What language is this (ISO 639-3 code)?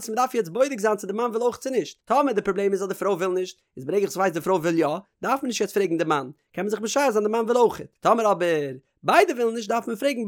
yid